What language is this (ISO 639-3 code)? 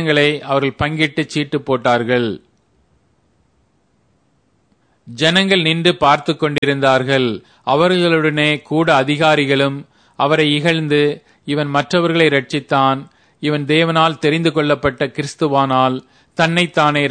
tam